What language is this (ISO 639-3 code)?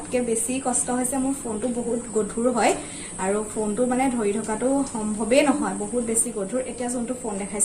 asm